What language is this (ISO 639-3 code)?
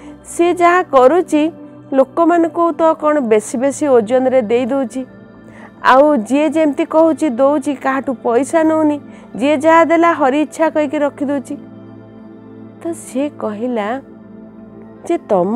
ori